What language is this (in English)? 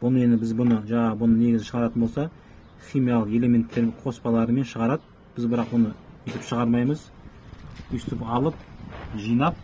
Kazakh